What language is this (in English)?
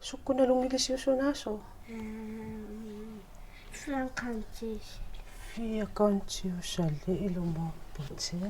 Kalaallisut